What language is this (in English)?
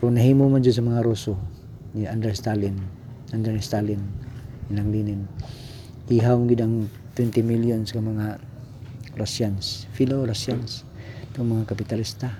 Cebuano